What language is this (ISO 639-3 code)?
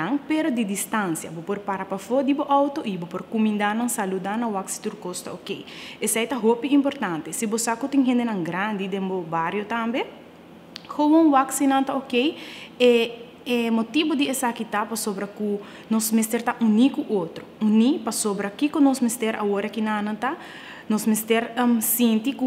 pap